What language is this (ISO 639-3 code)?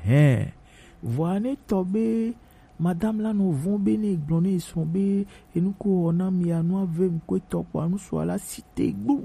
gej